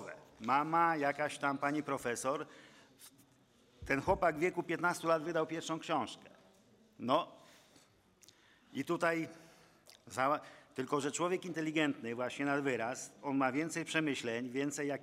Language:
Polish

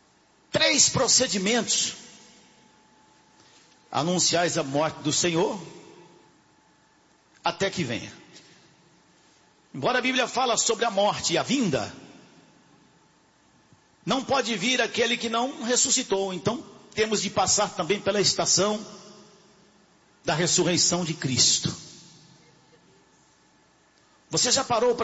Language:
Portuguese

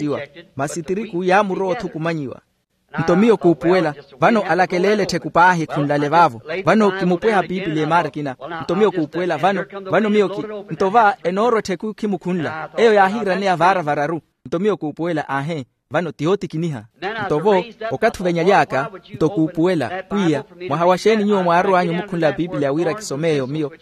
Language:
Makhuwa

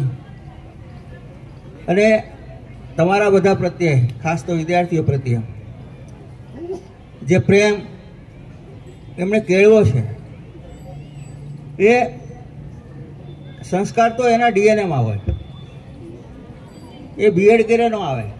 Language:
Gujarati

